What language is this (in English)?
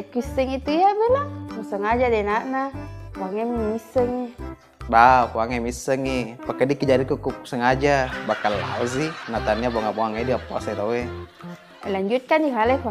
Buginese